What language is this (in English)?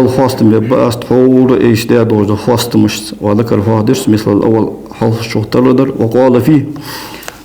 Ingush